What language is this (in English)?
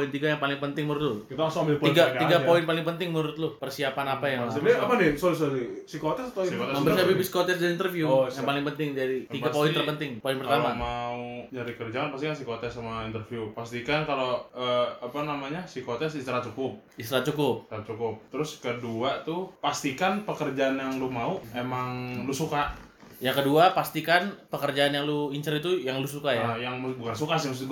Indonesian